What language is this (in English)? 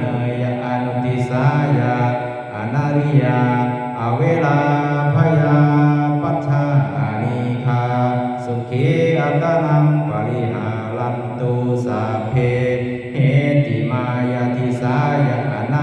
Pali